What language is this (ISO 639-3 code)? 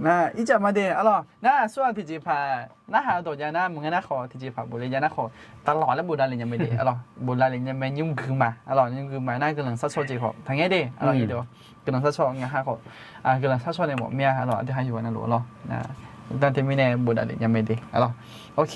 ahk